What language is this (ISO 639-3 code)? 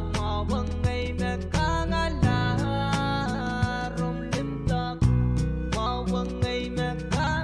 pon